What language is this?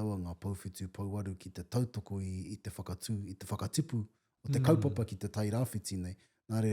Māori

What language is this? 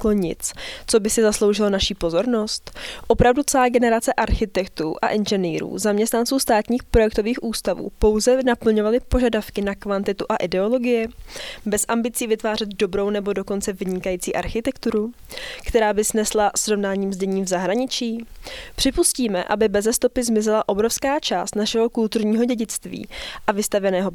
Czech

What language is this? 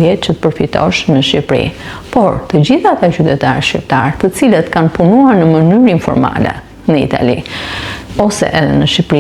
Albanian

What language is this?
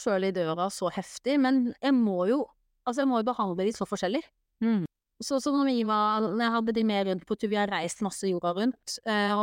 Norwegian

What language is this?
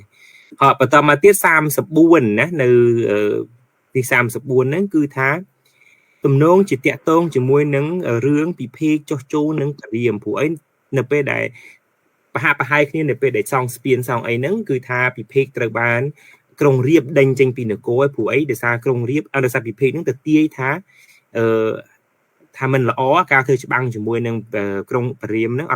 Khmer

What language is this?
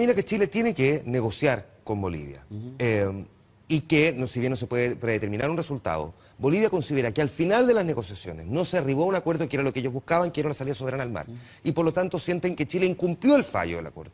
Spanish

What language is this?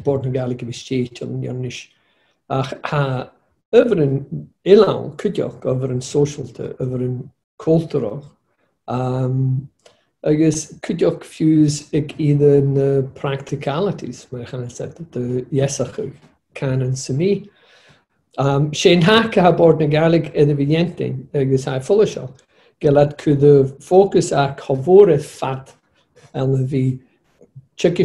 Scottish Gaelic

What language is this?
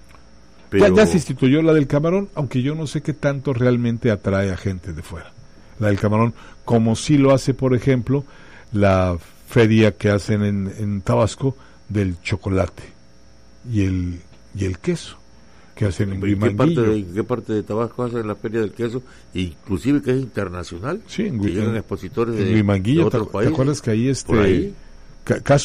Spanish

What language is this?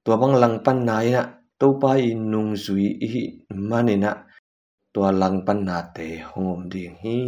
Tedim Chin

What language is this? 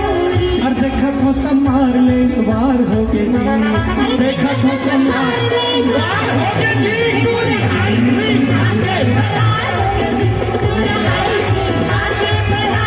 Chhattisgarhi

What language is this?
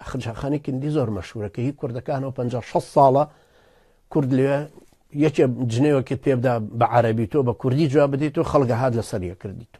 Central Kurdish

